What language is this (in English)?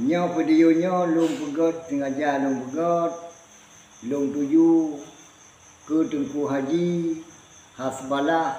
Achinese